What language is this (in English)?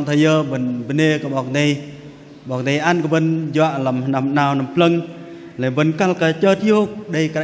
Bahnar